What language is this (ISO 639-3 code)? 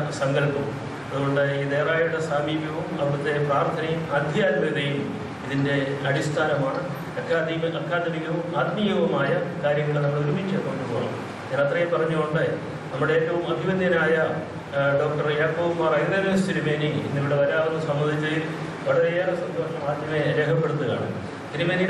mal